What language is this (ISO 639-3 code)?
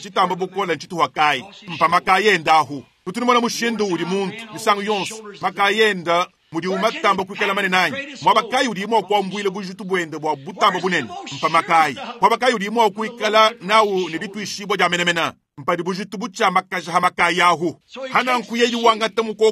lua